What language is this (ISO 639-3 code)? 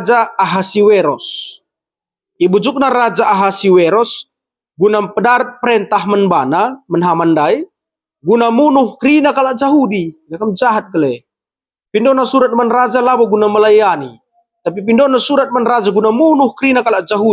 btx